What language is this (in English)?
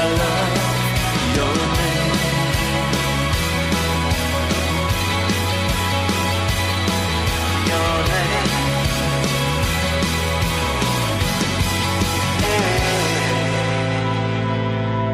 Estonian